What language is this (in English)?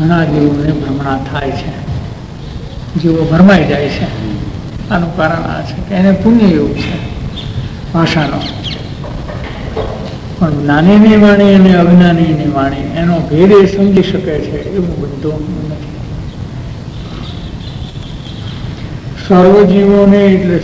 Gujarati